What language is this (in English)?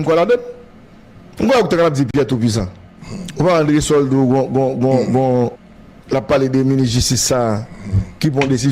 Haitian Creole